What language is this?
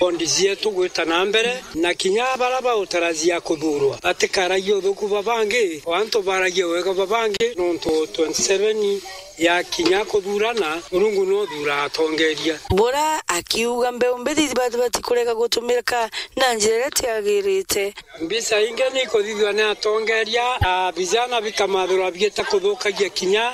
Meru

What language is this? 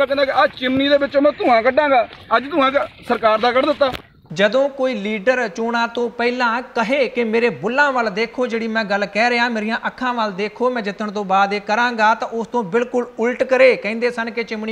Punjabi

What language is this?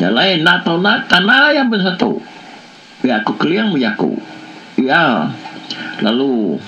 Iban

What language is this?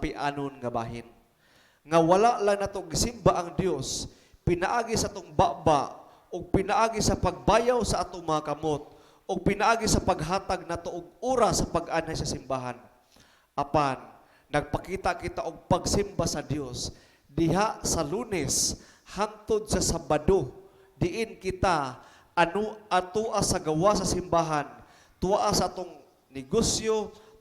Cebuano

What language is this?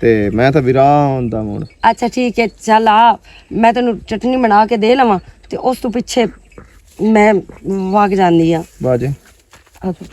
Western Panjabi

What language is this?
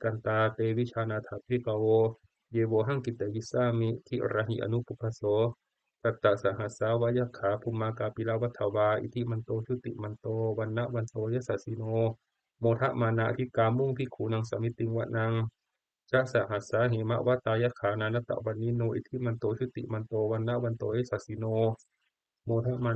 Pali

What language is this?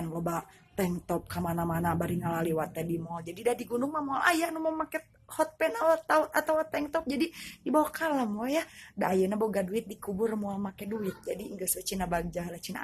Sundanese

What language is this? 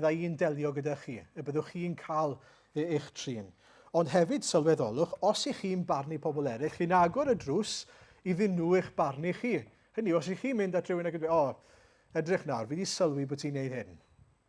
Welsh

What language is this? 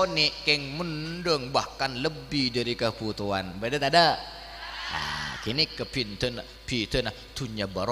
Madurese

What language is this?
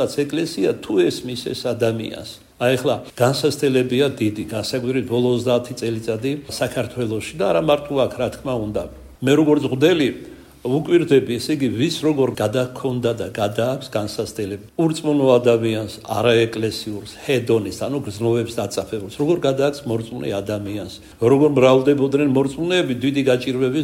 Georgian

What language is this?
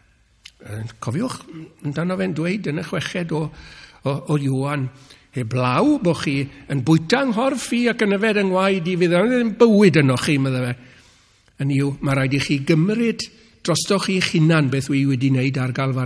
Welsh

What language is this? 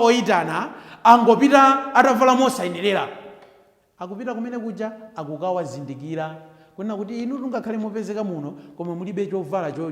Nyanja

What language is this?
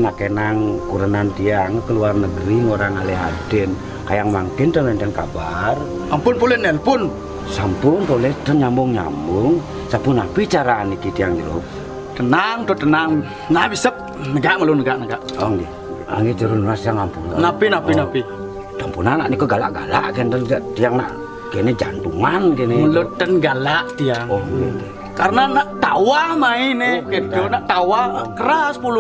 Balinese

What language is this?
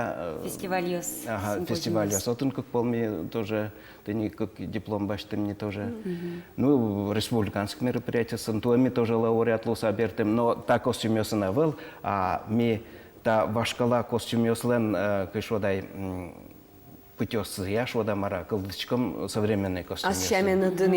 Udmurt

